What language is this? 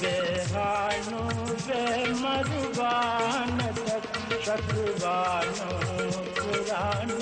Divehi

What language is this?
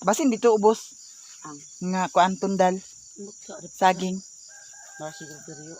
Cebuano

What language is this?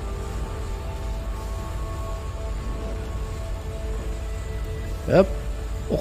French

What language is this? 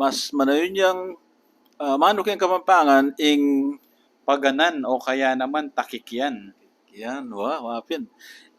Pampanga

